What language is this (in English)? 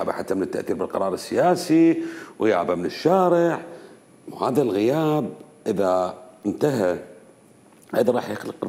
Mesopotamian Arabic